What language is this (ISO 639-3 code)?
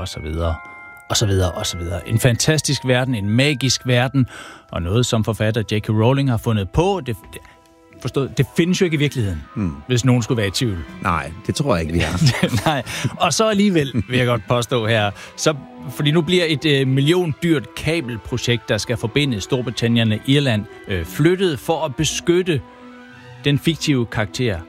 dan